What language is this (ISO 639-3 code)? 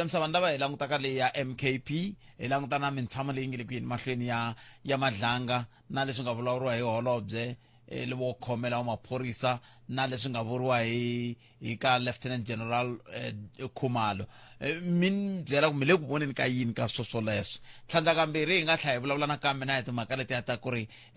tso